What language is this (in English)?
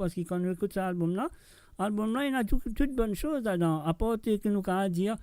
Morisyen